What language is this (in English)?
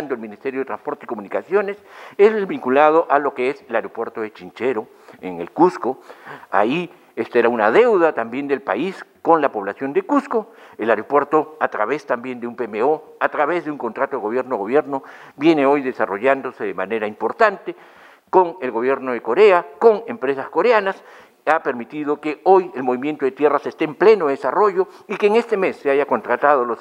Spanish